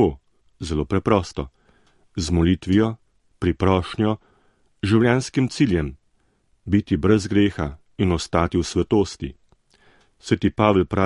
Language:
Slovenian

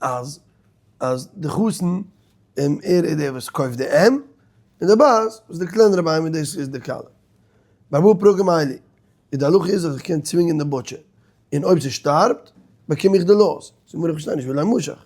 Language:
Yiddish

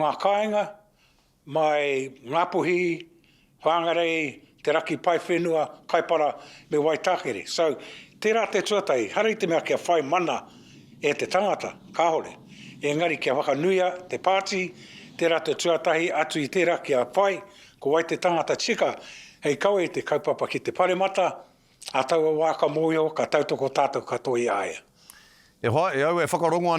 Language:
Māori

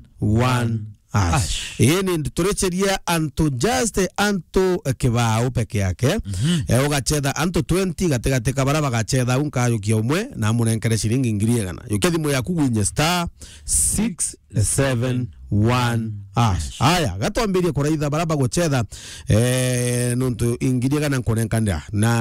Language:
Meru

